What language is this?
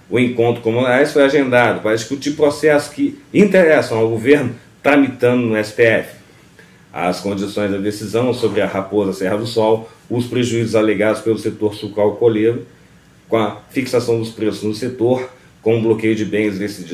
Portuguese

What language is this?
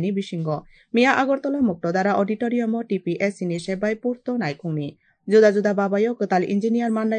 Kok Borok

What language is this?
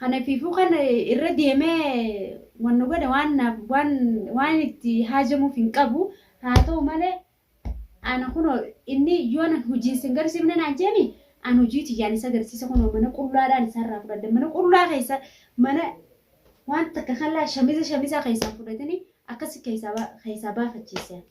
Oromo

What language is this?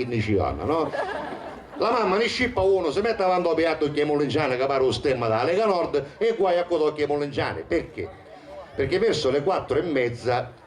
Sicilian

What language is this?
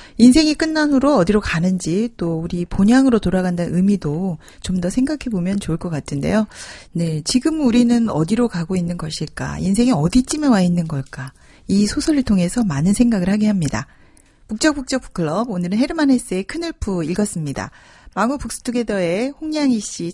Korean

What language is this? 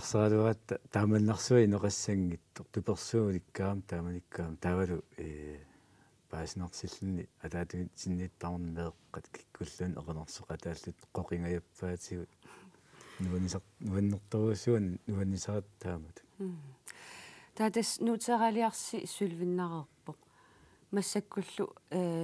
Kalaallisut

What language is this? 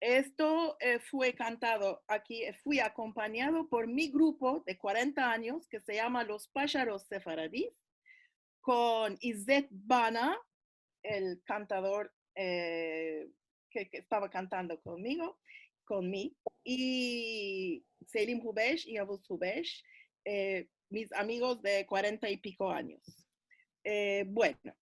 Ladino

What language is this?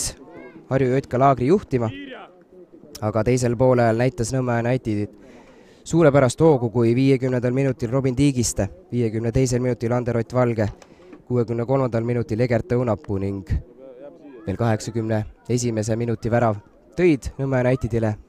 Estonian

